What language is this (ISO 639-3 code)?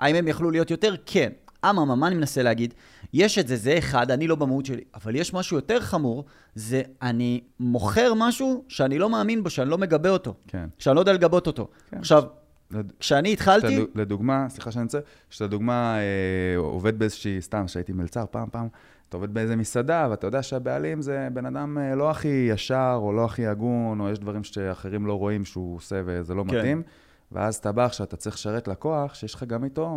heb